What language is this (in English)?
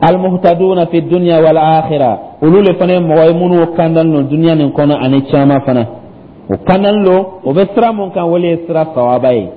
Dyula